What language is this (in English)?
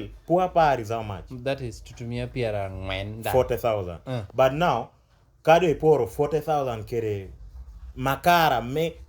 Lango (Uganda)